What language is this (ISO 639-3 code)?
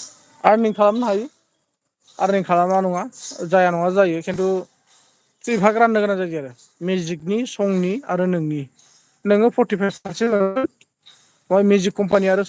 brx